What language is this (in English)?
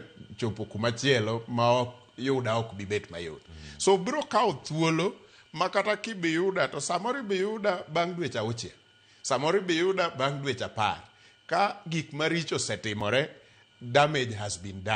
Luo (Kenya and Tanzania)